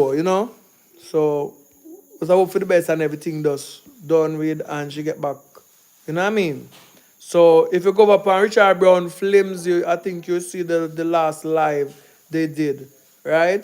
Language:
Jamaican Creole English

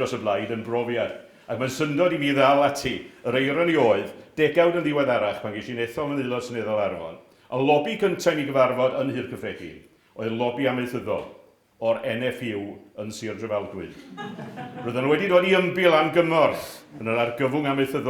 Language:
Welsh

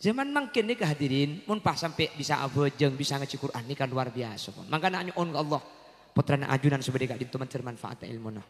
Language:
Madurese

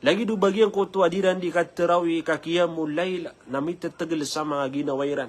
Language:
Maranao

